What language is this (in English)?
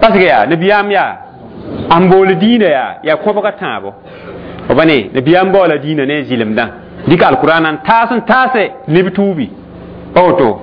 Mossi